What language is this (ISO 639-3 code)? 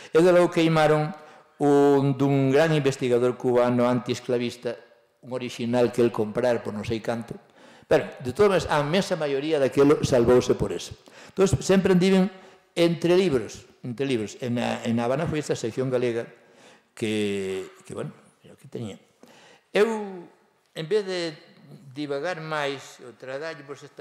glg